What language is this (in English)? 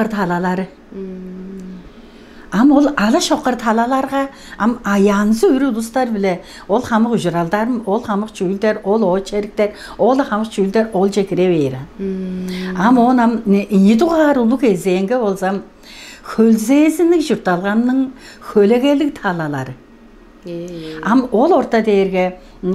Tuvinian